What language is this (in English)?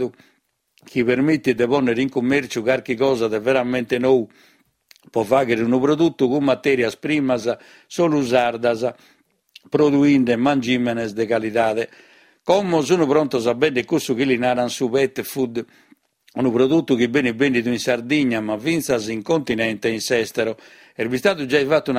Sardinian